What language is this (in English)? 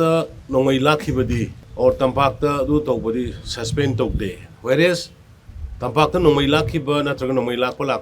Manipuri